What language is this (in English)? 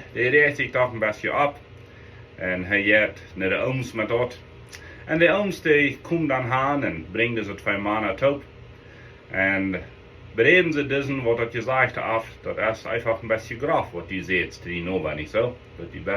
Plautdietsch